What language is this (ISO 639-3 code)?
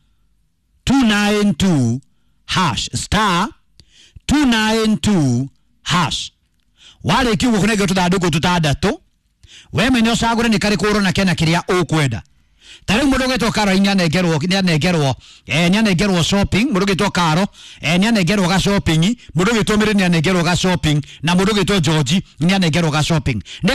kik